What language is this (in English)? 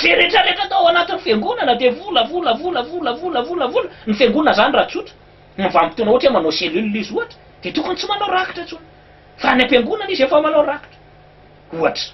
Malagasy